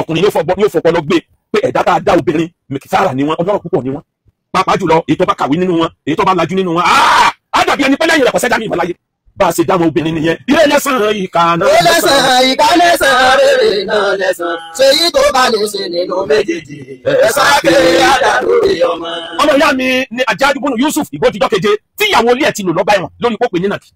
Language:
Yoruba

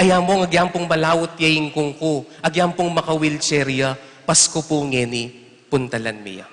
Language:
Pampanga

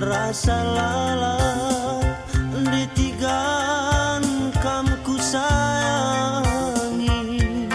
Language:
Batak Karo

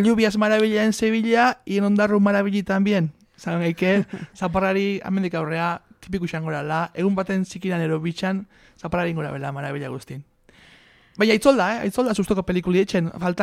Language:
Basque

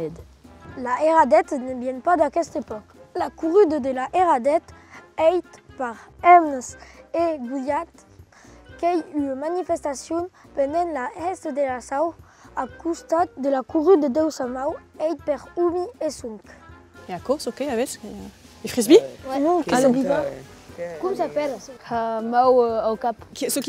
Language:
Occitan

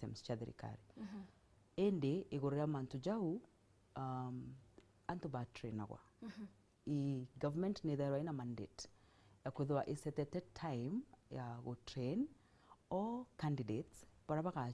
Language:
Meru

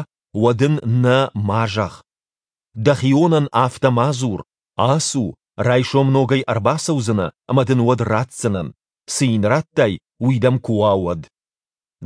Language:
Ossetic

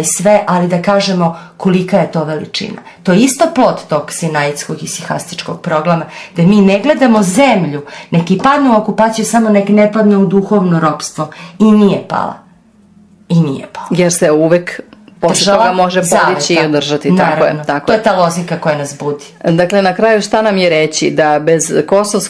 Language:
Serbian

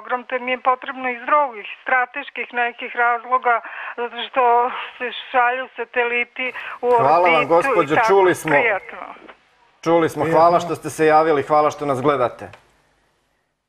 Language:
Serbian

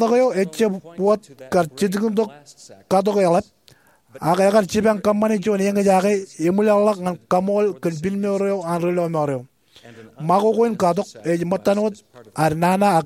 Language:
Marshallese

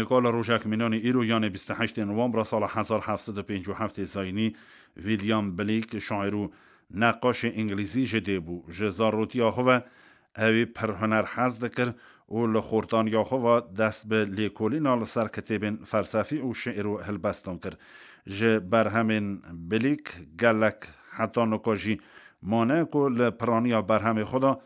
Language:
Kurdish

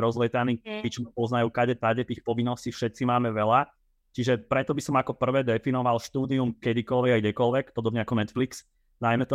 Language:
Slovak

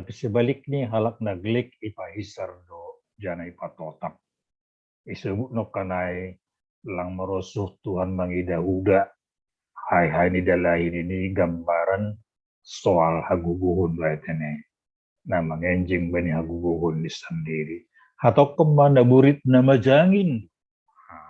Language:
Batak Simalungun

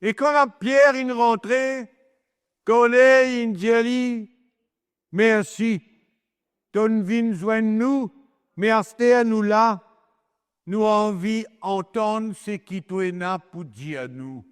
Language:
Morisyen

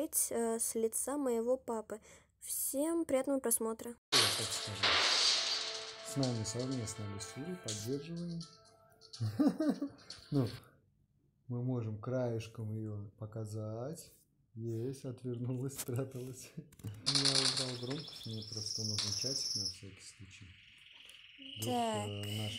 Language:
Russian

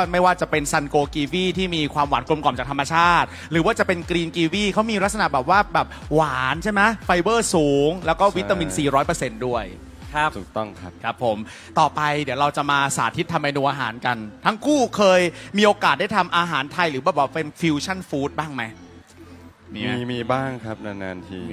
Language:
Thai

